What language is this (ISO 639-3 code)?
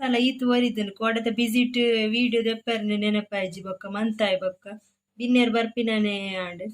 tcy